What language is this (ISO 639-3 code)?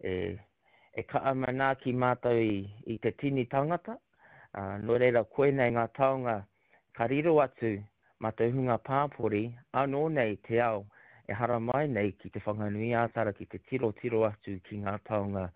mri